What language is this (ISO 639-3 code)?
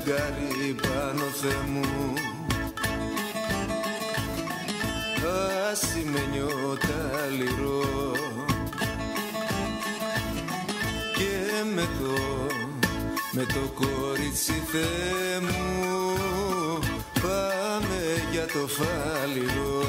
ell